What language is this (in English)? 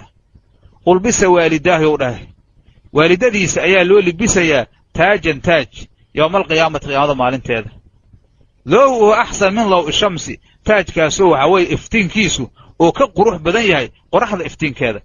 Somali